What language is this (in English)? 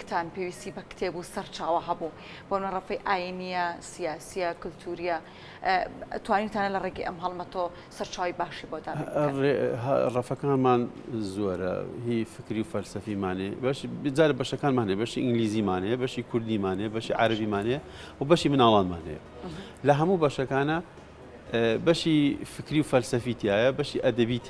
Central Kurdish